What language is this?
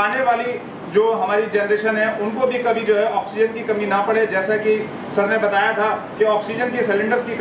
Hindi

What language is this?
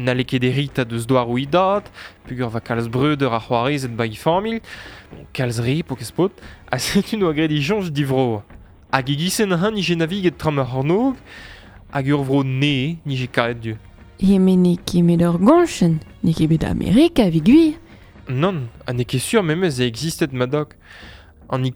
Breton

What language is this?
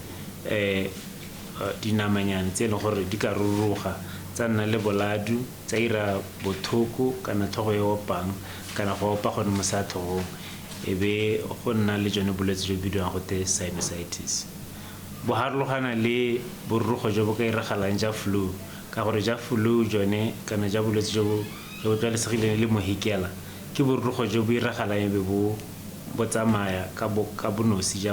Tswana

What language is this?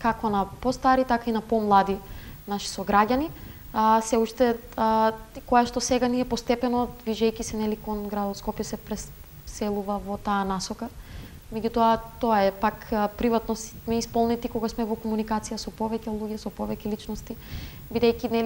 Macedonian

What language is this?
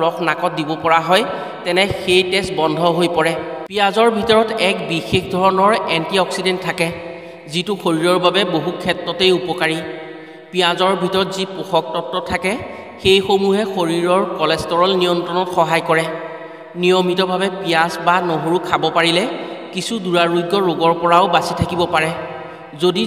Assamese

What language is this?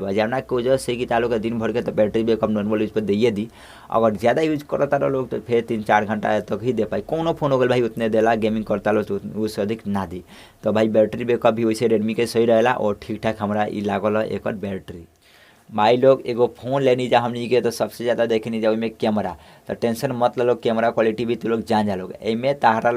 Bhojpuri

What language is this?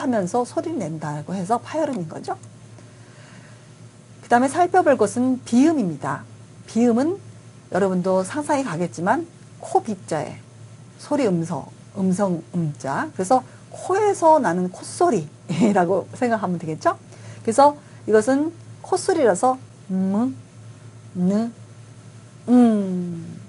Korean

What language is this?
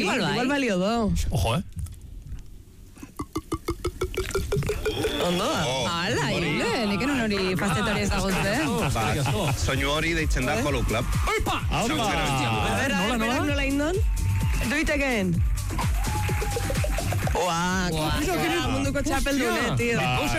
Basque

